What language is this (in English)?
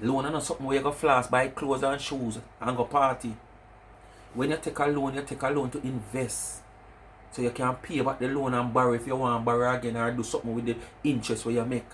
Jamaican Creole English